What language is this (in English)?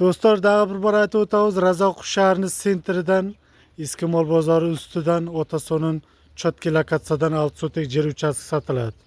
Uzbek